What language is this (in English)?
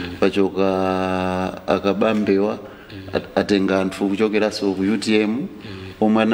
Nyanja